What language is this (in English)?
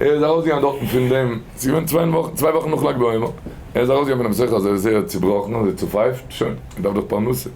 Yiddish